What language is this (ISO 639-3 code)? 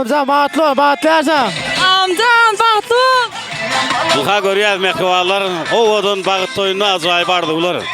tuk